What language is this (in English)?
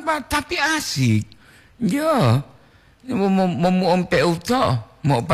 Gorontalo